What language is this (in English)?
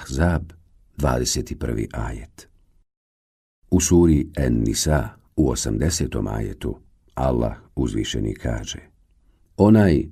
Bosnian